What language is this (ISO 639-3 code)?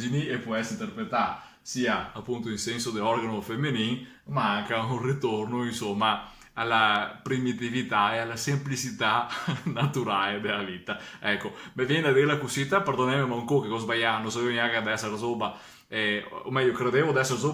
vec